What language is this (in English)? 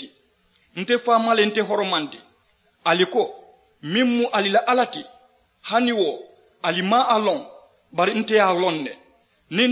Mandingo